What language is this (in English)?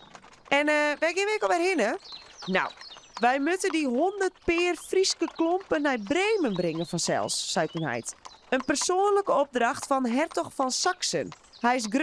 Western Frisian